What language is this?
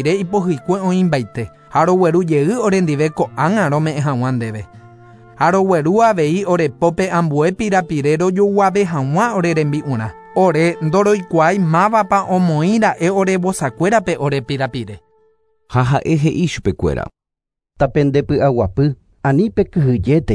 Guarani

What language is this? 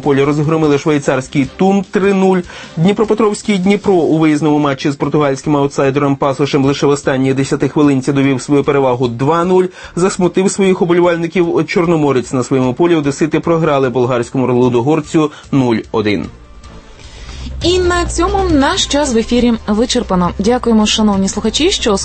Ukrainian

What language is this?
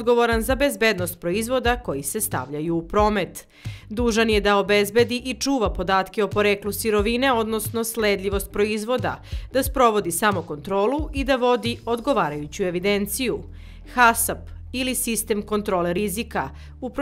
Serbian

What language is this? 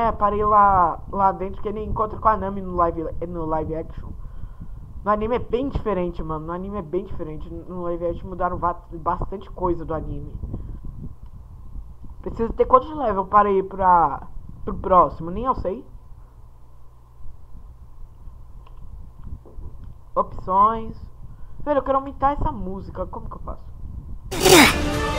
Portuguese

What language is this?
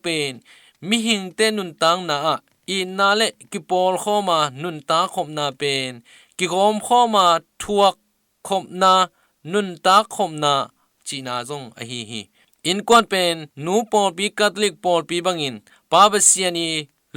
Tedim Chin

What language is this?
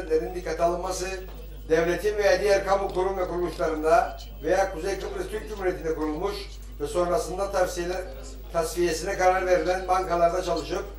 Turkish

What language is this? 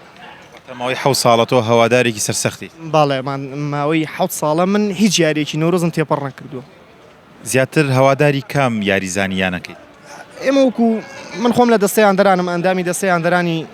Central Kurdish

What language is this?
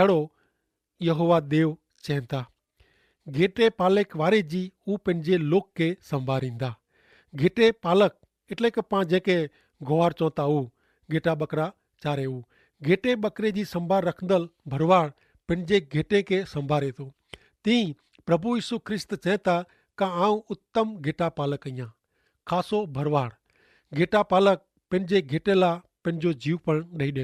Kachhi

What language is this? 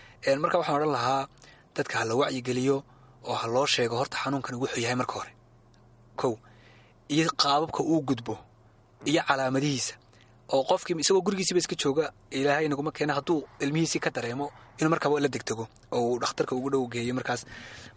Somali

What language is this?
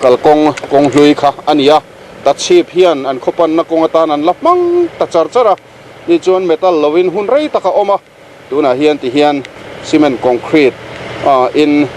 Mizo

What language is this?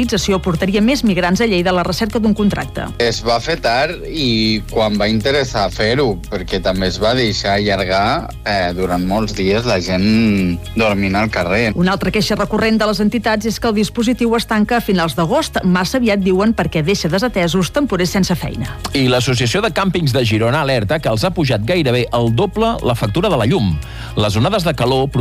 Catalan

